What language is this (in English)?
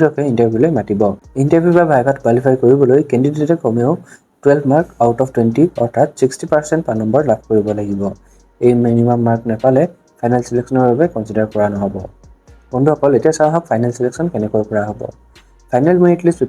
Assamese